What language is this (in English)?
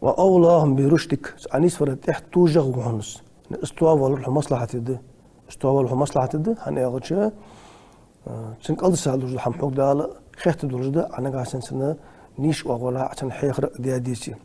Ingush